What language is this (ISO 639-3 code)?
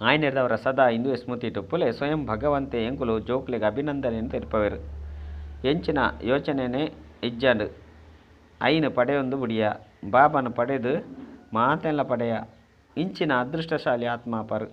tcy